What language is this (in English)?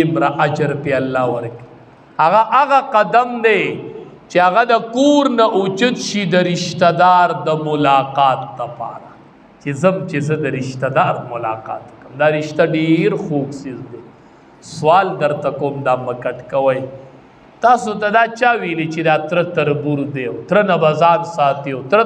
Pashto